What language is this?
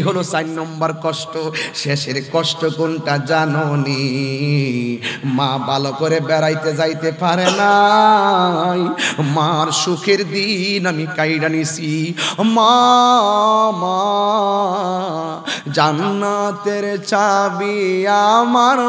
Bangla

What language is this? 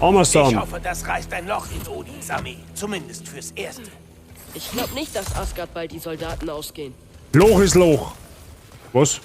Bavarian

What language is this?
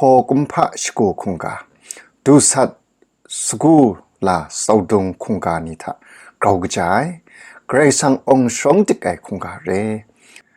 Kachin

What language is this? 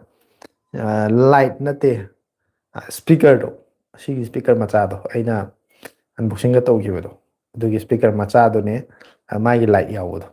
Manipuri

